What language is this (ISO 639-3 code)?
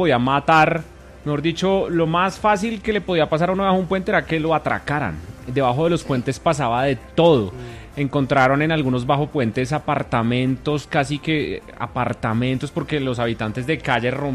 spa